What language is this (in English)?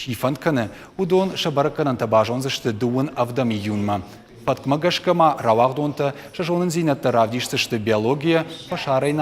Ossetic